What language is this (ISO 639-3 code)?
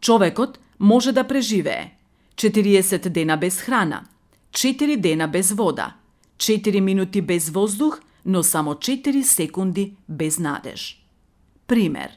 mkd